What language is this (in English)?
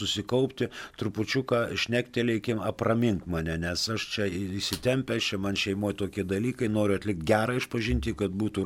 Lithuanian